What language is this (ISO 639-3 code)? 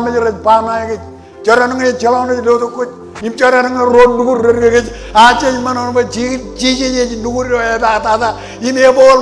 mah